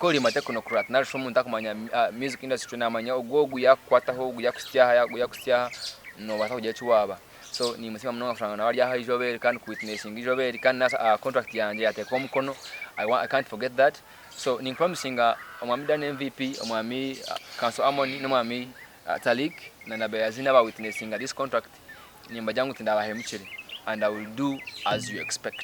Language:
Nyankole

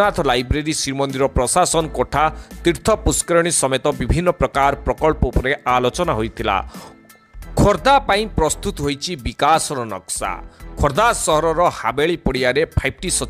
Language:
Odia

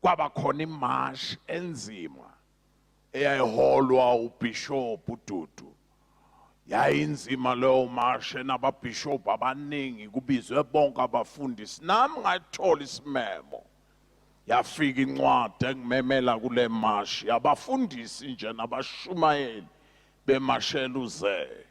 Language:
Zulu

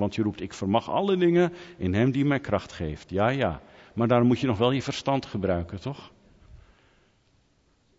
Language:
Dutch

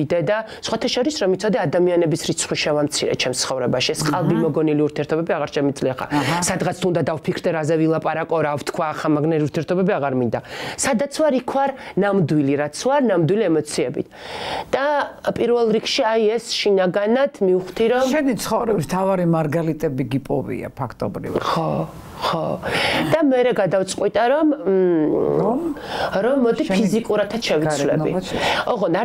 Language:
Georgian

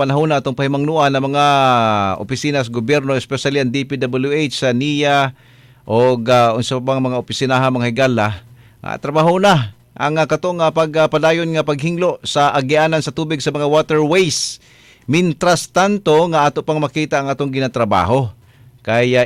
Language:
Cebuano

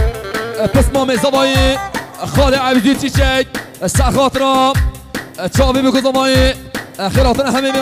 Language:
Kurdish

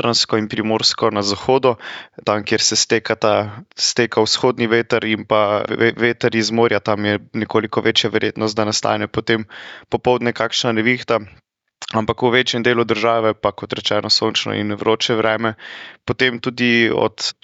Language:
Slovenian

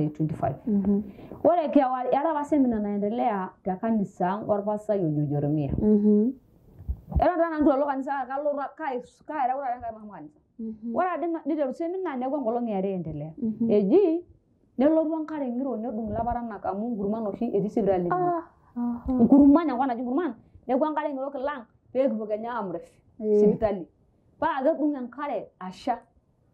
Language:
Masai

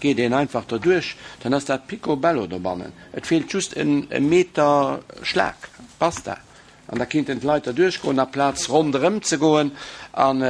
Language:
Luxembourgish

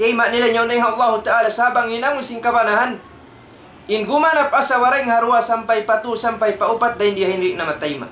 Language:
Tausug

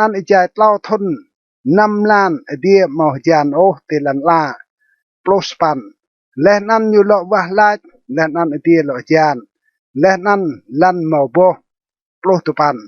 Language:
Rade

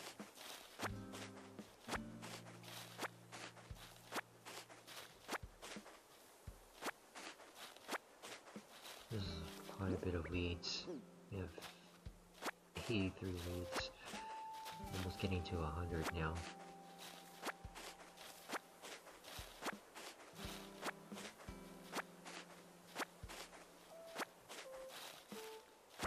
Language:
English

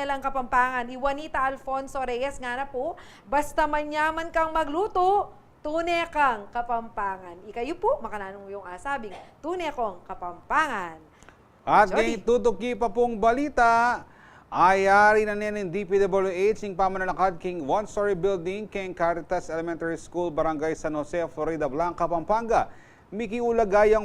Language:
Pampanga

